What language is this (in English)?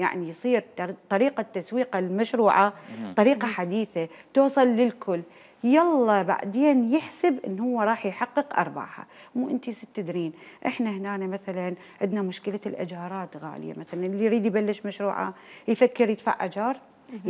Mesopotamian Arabic